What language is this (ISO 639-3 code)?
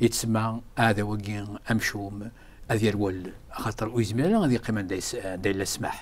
kab